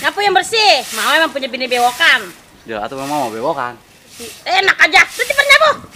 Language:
Betawi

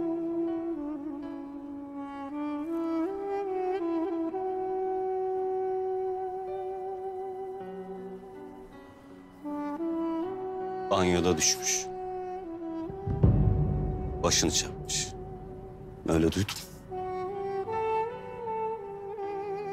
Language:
Turkish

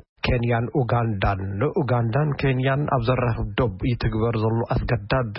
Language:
Tigrinya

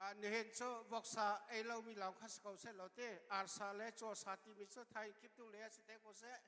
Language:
Hakha Chin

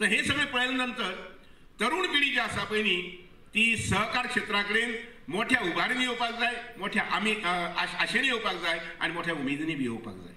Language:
Konkani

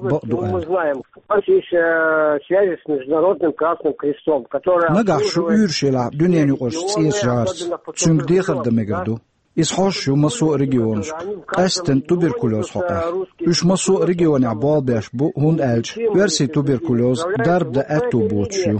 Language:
Chechen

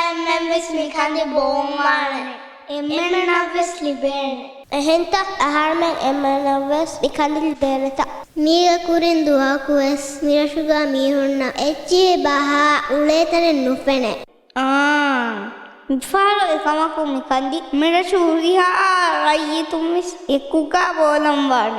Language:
Divehi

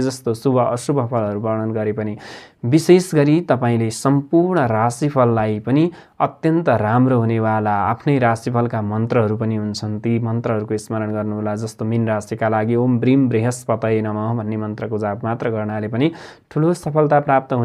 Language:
Nepali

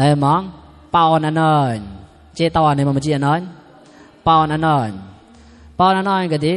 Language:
Mon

